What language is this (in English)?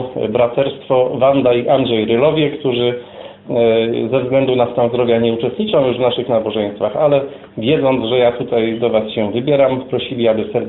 Polish